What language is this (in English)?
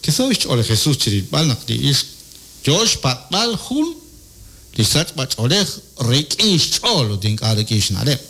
Kekchí